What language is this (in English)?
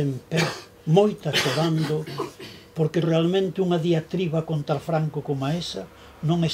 Galician